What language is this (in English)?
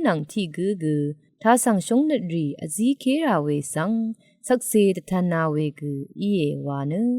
Rawang